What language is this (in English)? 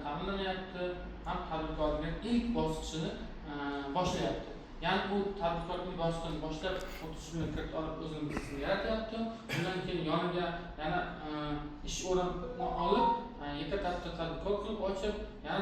Uzbek